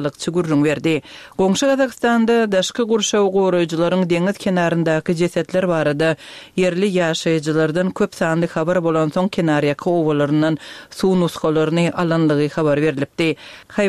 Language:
Turkmen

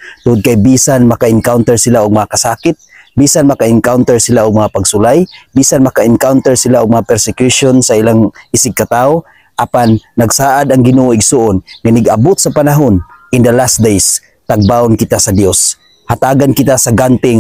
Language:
Cebuano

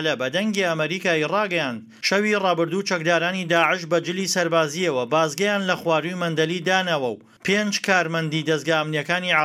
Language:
Central Kurdish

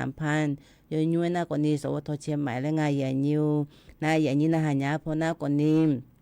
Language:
Akha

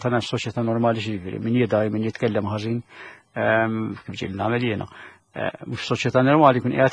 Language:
Maltese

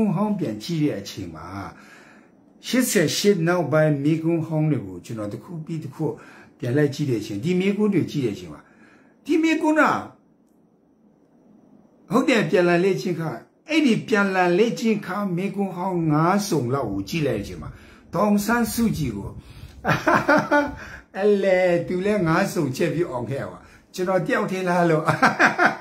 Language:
Burmese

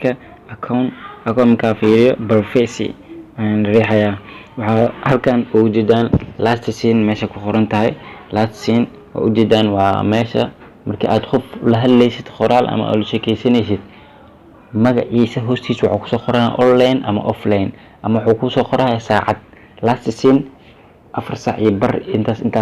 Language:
Somali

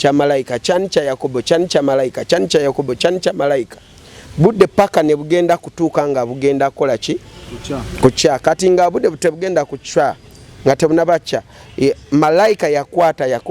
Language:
Ganda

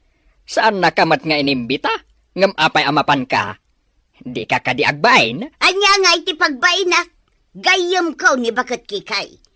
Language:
Iloko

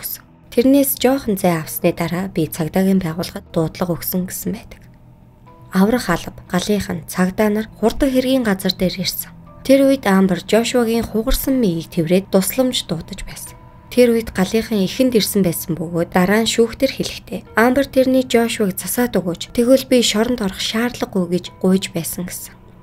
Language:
Mongolian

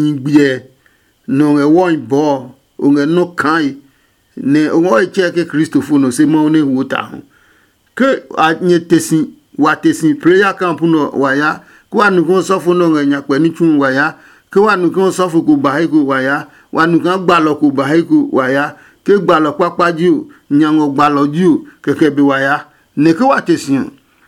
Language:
Adangme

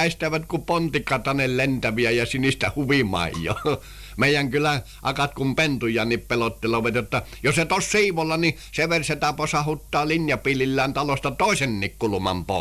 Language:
Finnish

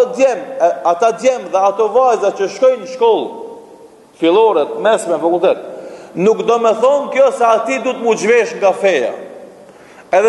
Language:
Albanian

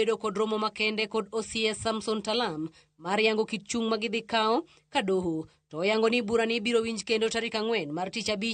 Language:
Luo (Kenya and Tanzania)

